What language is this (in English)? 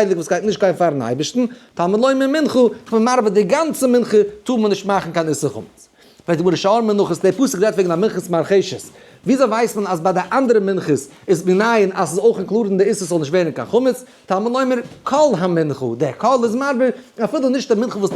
Yiddish